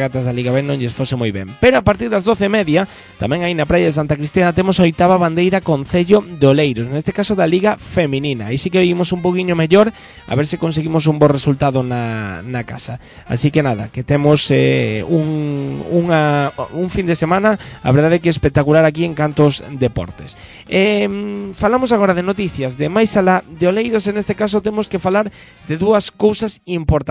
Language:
Galician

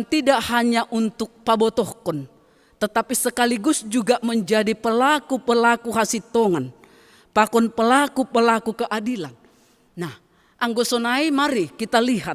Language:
Batak Simalungun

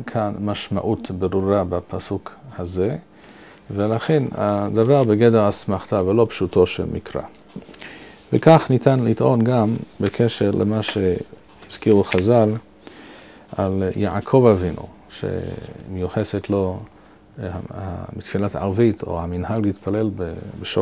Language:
Hebrew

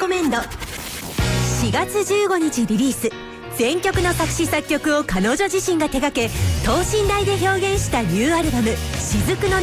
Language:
Japanese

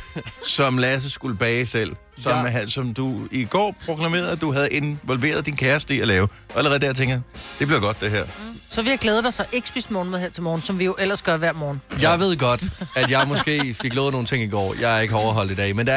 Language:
Danish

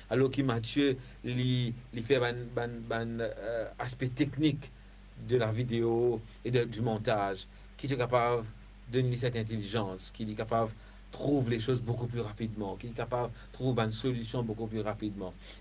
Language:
Morisyen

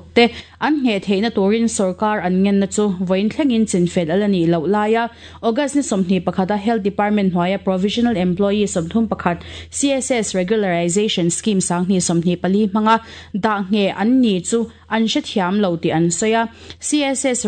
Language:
Mizo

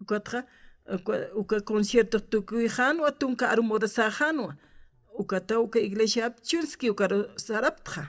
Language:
Aymara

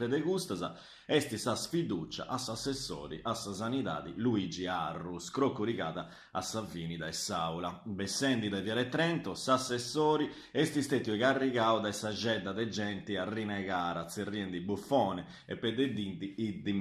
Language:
Sardinian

